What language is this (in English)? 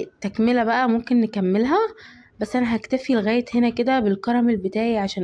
Egyptian Arabic